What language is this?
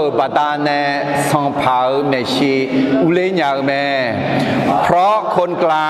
Akha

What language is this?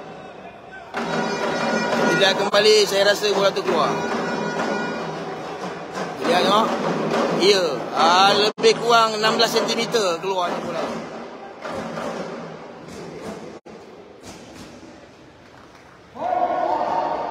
Malay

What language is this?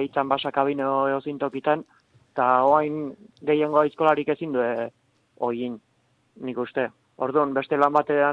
Basque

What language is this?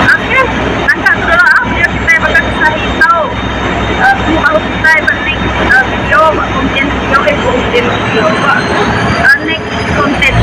Iban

